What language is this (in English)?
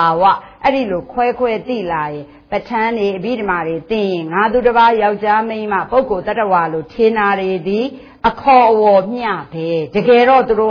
Burmese